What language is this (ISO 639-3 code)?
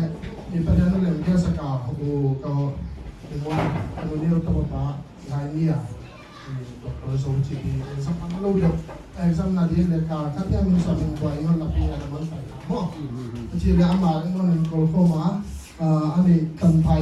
pck